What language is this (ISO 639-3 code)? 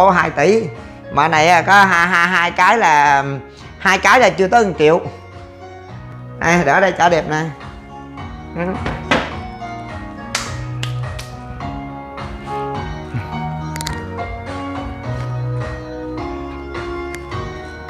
vie